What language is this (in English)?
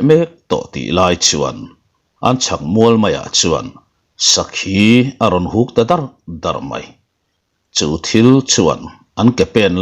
Mizo